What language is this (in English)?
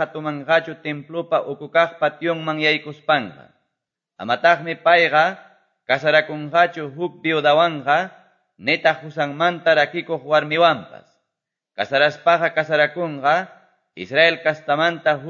Quechua